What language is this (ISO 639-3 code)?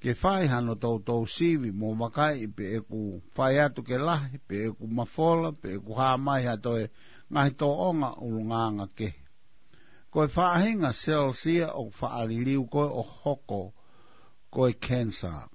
ton